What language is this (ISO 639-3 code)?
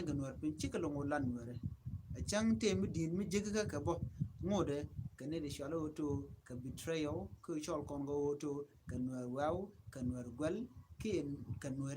nus